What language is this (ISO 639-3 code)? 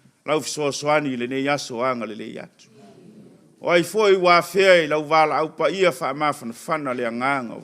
smo